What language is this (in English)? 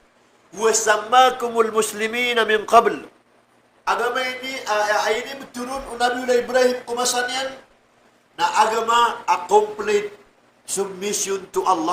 Maranao